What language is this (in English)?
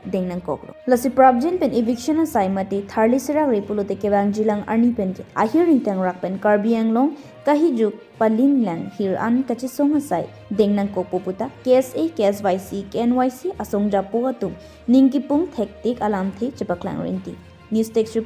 Karbi